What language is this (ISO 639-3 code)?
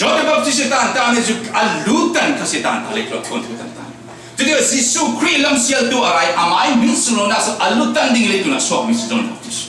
cfm